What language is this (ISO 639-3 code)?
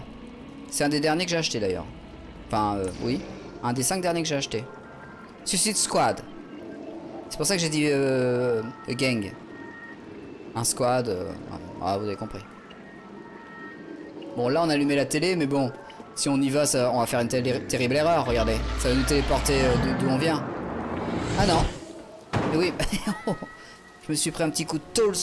fra